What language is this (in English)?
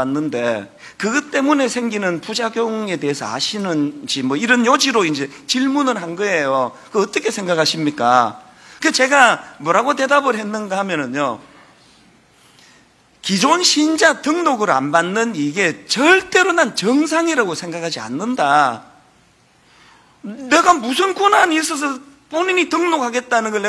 Korean